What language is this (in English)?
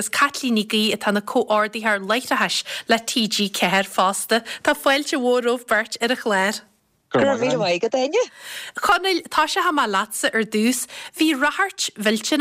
Irish